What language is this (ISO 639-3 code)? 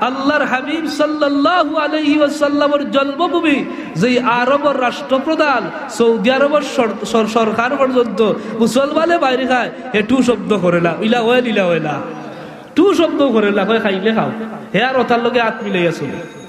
syl